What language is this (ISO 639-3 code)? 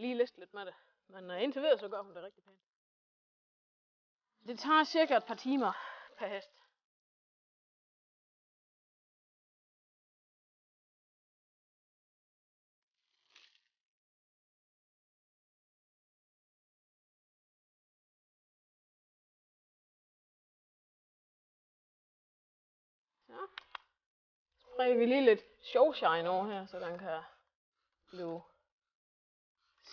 dan